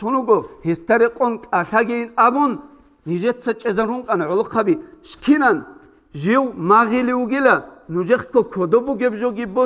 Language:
Avaric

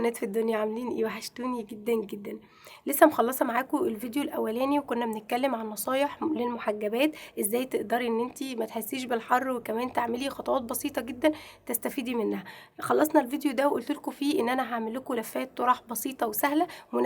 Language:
Egyptian Arabic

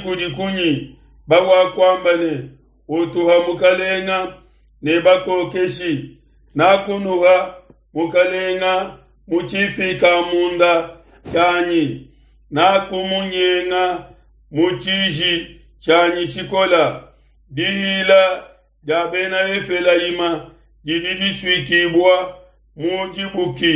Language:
Luba-Lulua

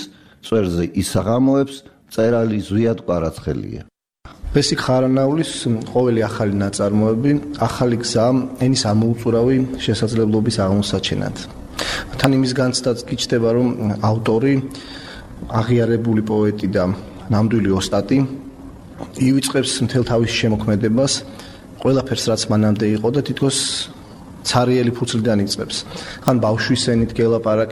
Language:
Georgian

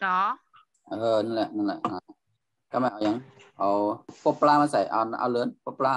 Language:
Shan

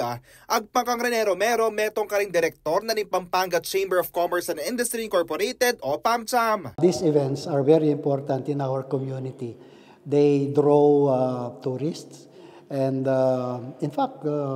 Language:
Pampanga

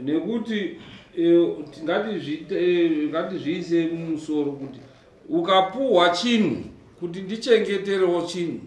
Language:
Shona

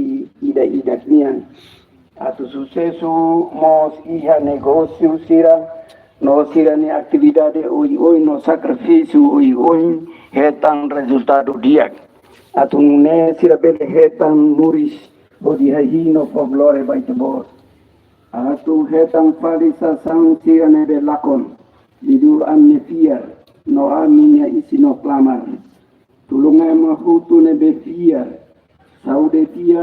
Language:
Tetum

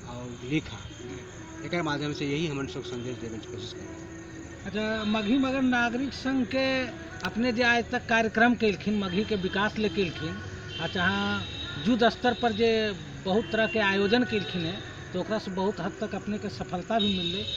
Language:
Magahi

